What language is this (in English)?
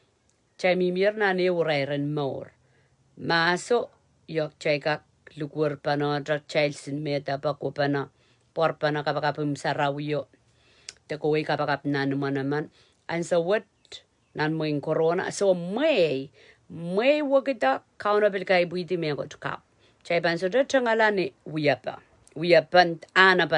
Pohnpeian